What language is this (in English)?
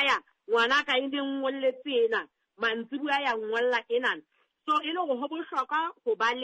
Southern Sotho